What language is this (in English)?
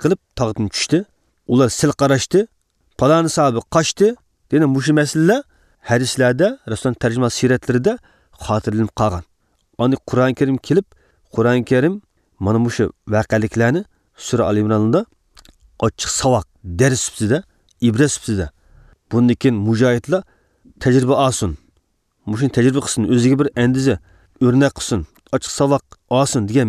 Uyghur